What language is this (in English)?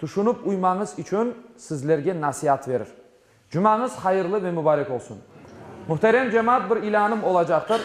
Crimean Tatar